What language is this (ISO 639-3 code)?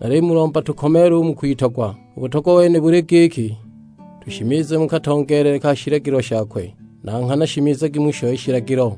suk